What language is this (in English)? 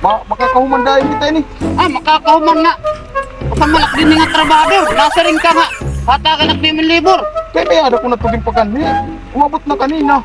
Waray